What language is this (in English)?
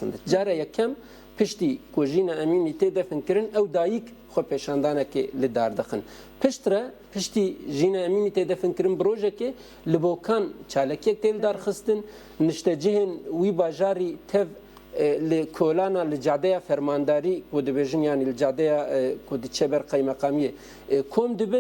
Kurdish